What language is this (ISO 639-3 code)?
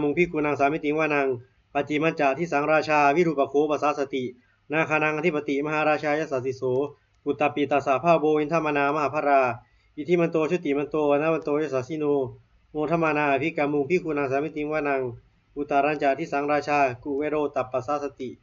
pli